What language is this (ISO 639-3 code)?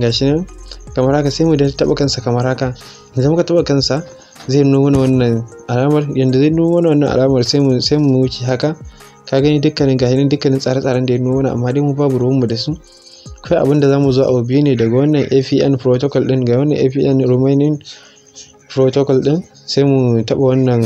hau